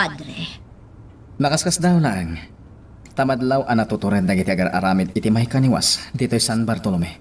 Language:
Iloko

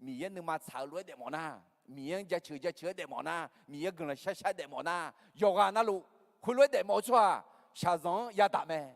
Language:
Akha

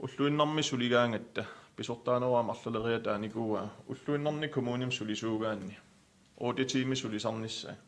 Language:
Kalaallisut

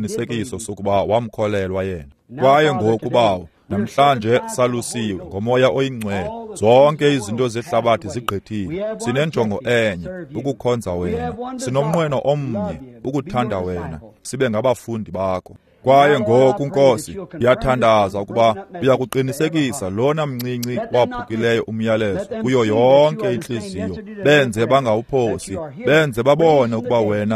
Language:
Xhosa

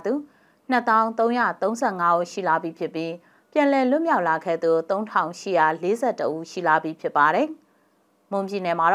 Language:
Burmese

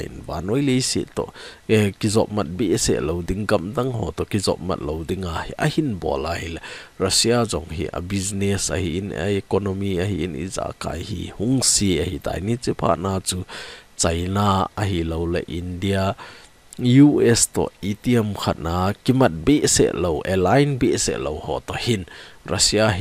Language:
Thado Chin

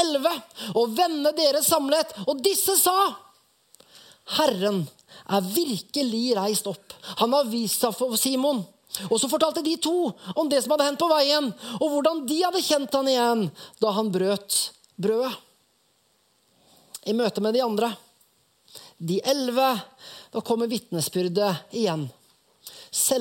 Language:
Norwegian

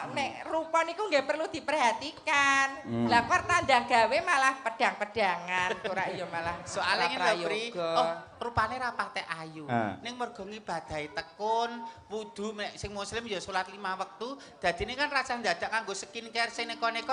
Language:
Javanese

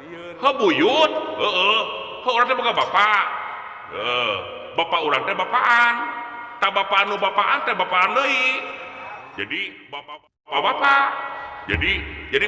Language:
Sundanese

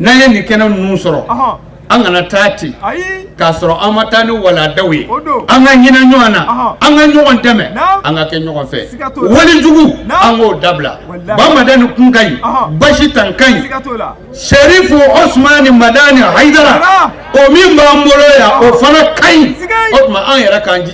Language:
Bambara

